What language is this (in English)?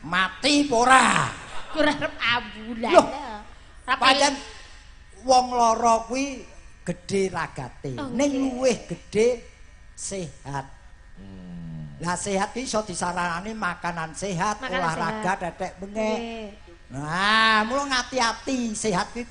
Javanese